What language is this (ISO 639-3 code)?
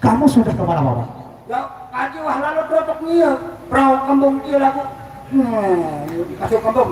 sas